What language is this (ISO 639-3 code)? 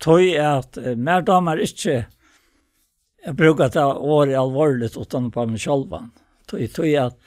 fao